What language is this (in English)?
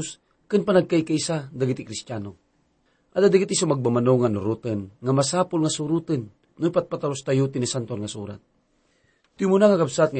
Iloko